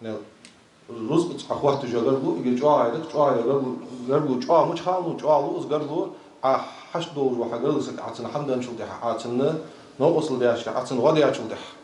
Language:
Ingush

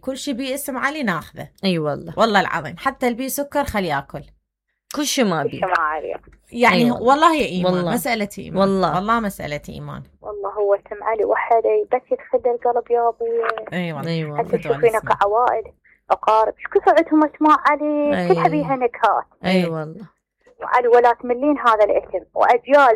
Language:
Mesopotamian Arabic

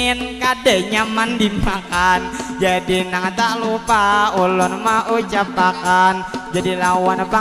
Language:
Banjar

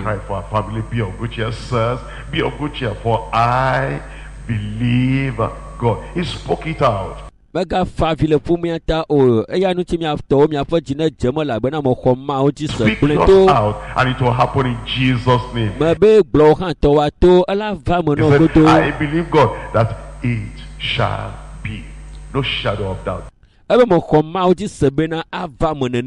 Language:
Ewe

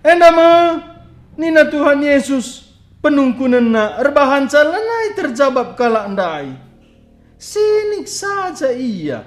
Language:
Batak Karo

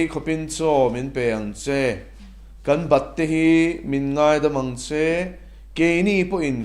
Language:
Mizo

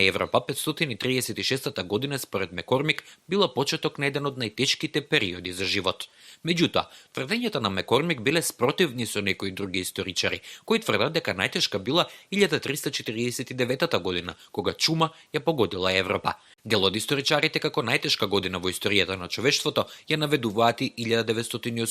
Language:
Macedonian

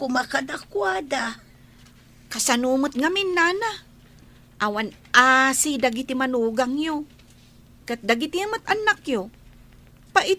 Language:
Iloko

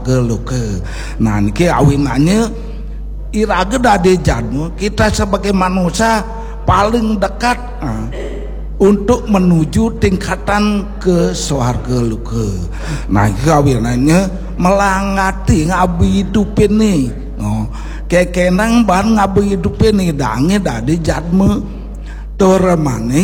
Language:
Balinese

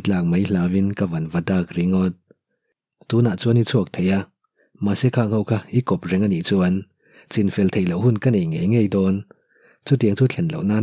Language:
Mizo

